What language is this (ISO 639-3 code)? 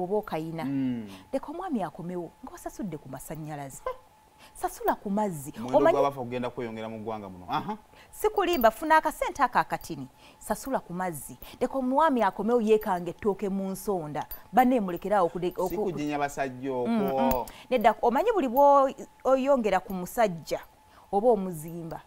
lug